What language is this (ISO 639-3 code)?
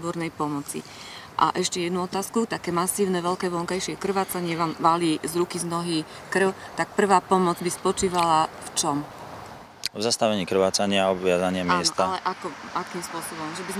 slk